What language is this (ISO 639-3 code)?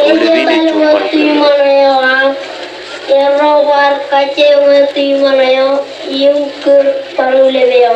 mah